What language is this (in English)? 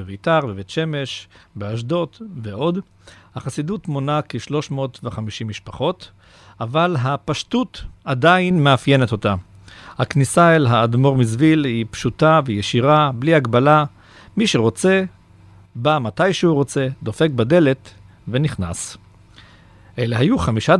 Hebrew